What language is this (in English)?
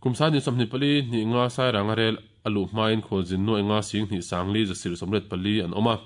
Mizo